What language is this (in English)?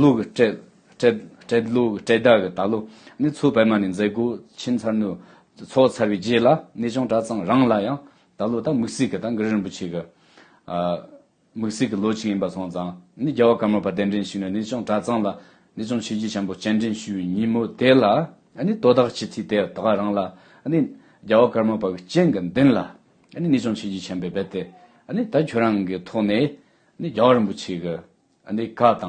Tibetan